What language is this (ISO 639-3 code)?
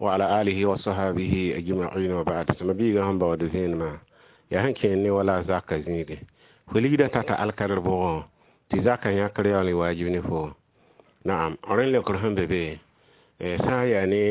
mos